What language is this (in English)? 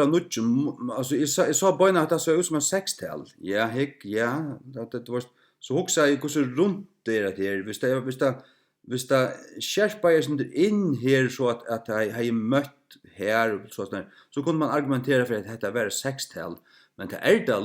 Faroese